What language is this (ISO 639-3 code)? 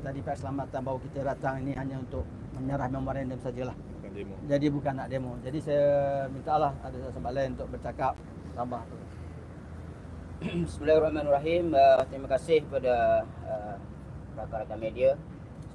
msa